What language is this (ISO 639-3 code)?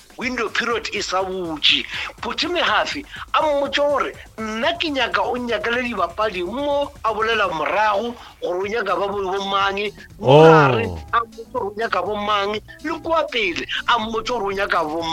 nso